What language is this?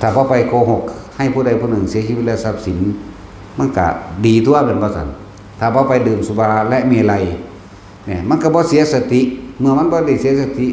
Northeastern Thai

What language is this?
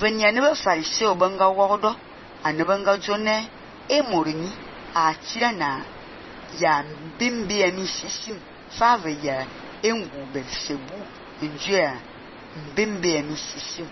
Fang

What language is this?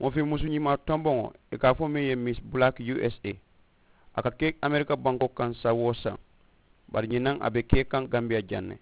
Mandingo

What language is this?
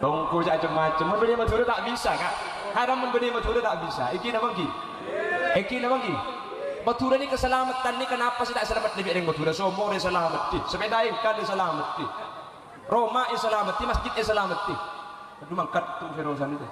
Madurese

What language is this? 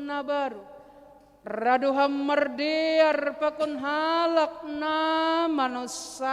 Batak Simalungun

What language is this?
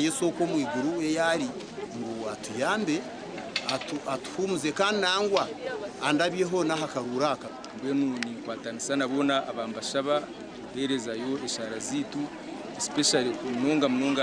Nyankole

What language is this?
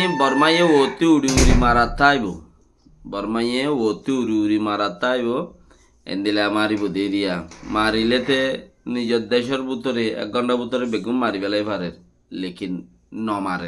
Rohingya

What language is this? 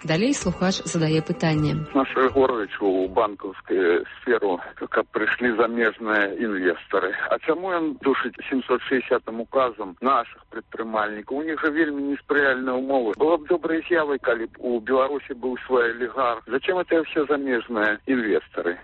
Belarusian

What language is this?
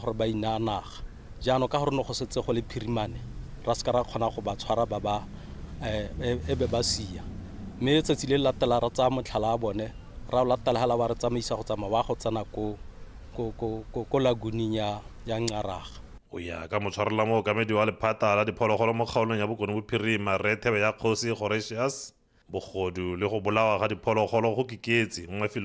Tswana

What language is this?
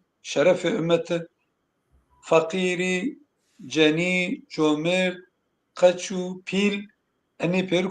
Zaza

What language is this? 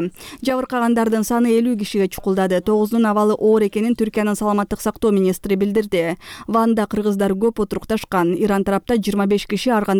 Kyrgyz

